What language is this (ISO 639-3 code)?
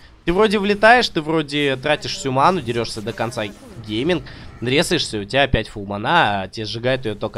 rus